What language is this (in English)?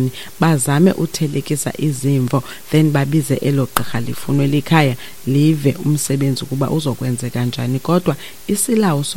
Xhosa